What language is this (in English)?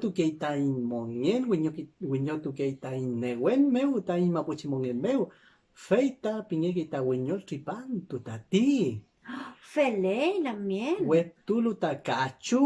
Mapuche